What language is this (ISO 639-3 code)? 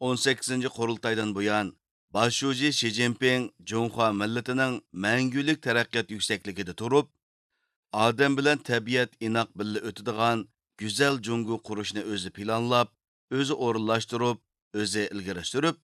uig